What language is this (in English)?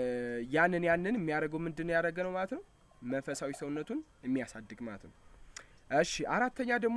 Amharic